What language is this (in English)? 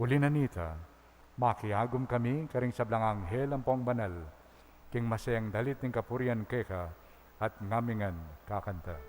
Pampanga